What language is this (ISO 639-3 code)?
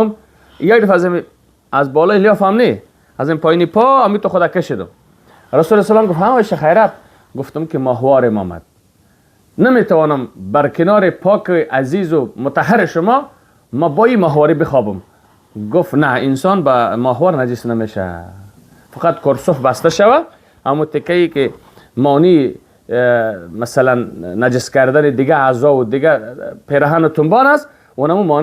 fas